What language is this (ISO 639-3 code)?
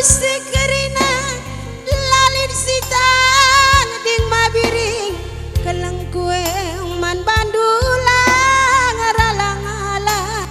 btx